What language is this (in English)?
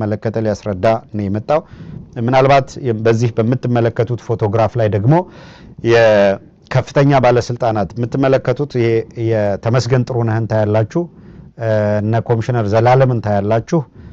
Amharic